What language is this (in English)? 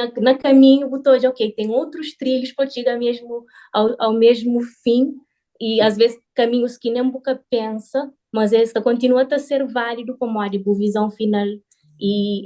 Kabuverdianu